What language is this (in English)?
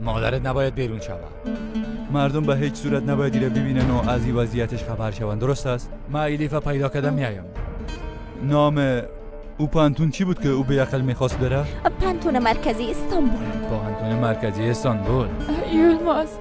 Persian